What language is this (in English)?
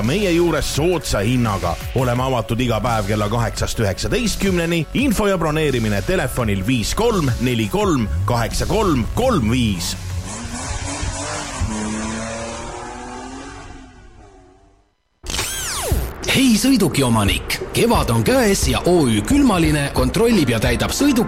Estonian